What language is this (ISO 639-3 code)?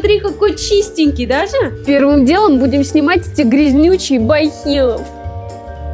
rus